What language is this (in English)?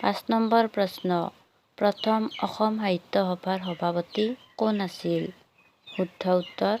Assamese